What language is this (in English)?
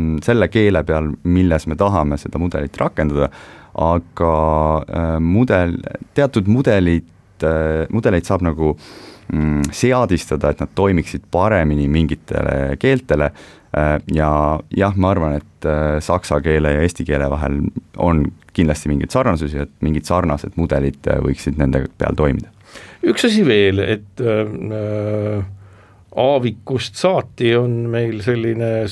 Estonian